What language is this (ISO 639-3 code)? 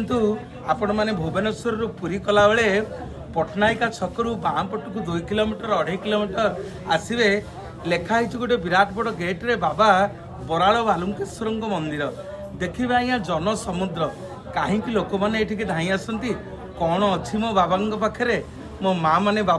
ori